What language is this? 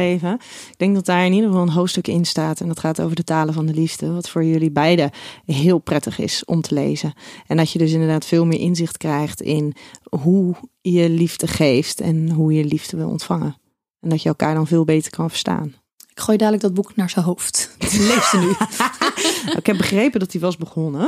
Dutch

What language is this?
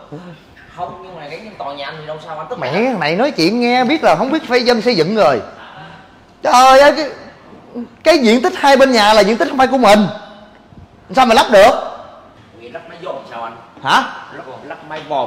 Vietnamese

